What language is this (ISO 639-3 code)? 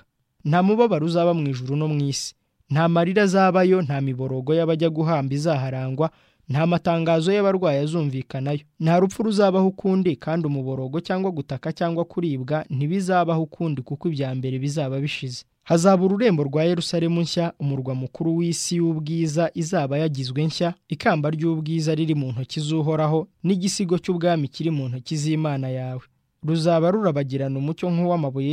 kin